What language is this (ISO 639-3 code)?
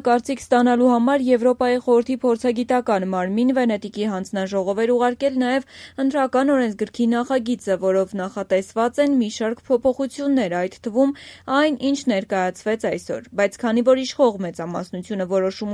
hye